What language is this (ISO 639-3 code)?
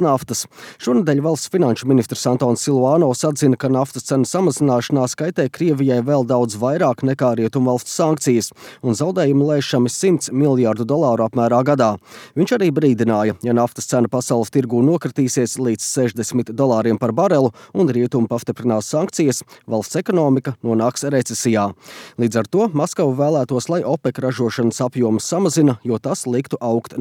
lav